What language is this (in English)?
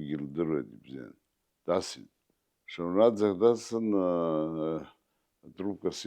Abkhazian